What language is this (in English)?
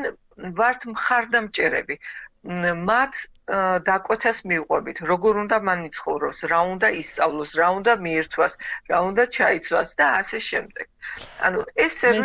Georgian